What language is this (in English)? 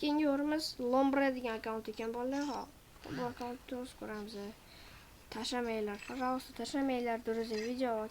Uzbek